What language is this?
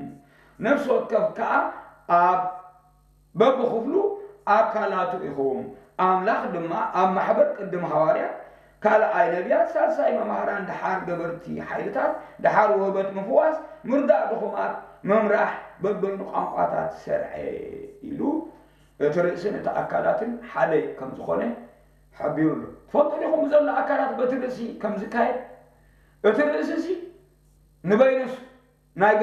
Tigrinya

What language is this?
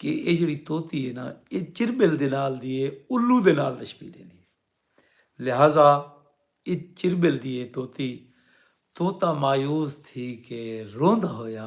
Saraiki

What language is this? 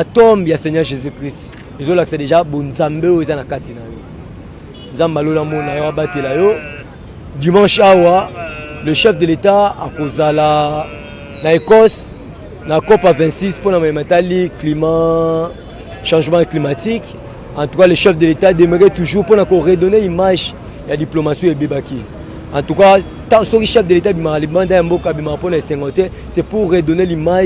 Lingala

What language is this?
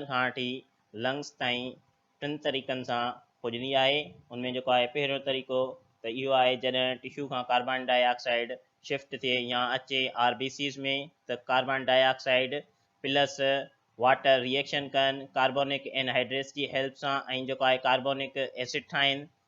Sindhi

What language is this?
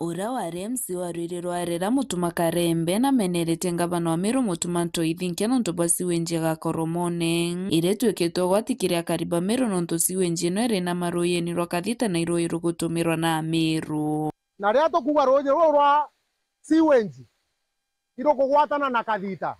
Meru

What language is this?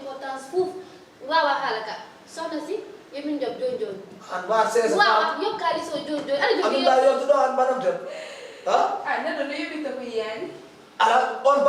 Fula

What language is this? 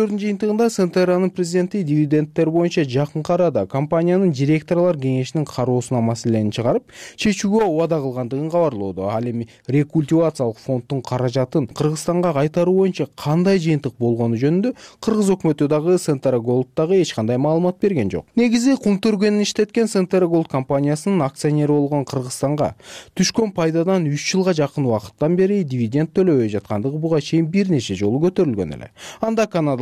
Kyrgyz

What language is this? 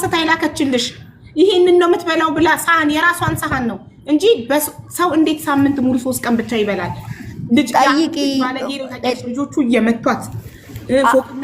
Amharic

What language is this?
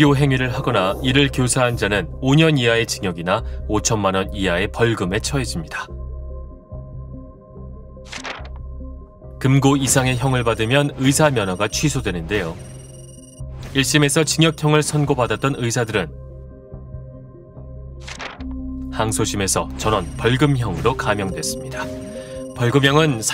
Korean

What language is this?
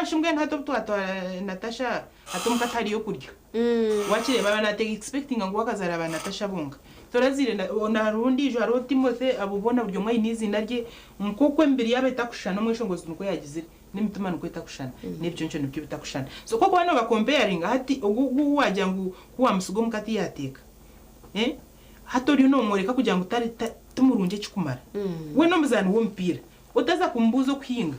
Nyankole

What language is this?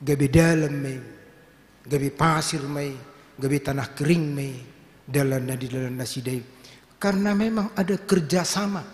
Batak Toba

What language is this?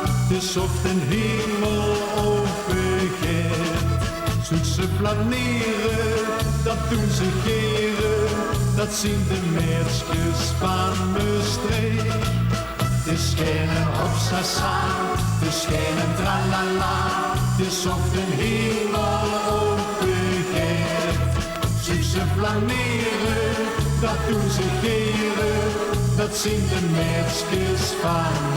Limburgish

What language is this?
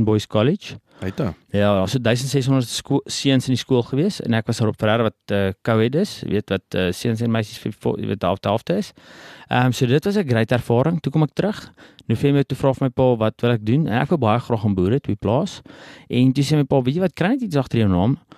Afrikaans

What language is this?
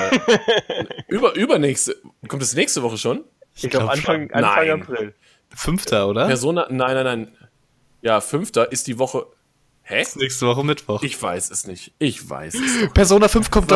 German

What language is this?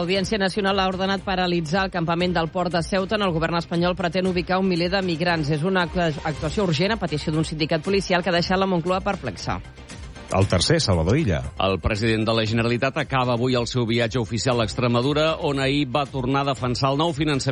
Catalan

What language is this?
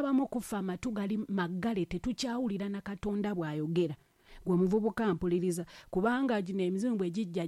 Ganda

